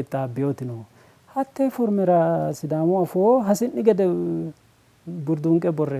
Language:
Sidamo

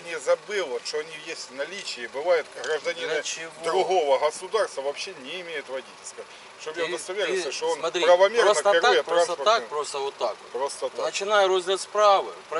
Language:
Ukrainian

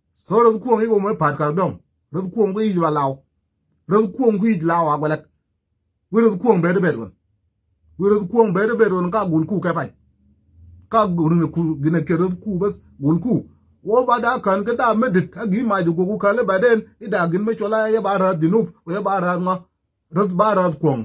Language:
Nuer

